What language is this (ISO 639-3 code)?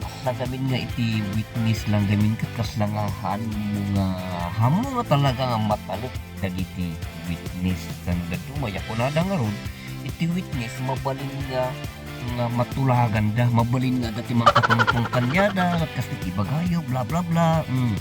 ilo